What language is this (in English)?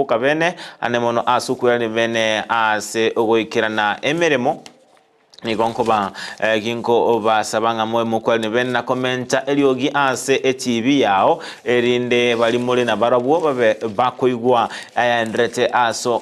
Gusii